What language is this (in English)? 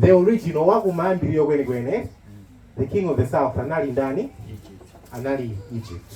Nyanja